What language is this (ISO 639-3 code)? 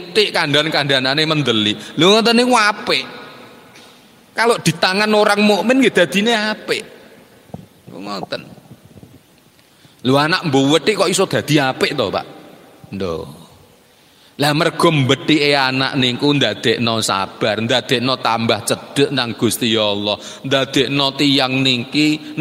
jav